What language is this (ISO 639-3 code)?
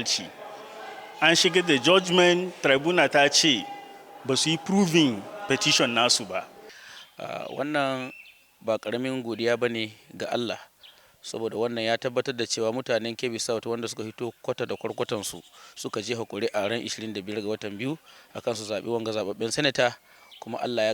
hau